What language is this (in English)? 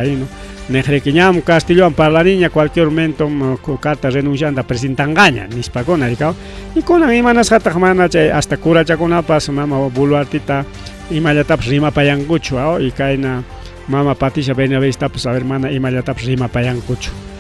Ayacucho Quechua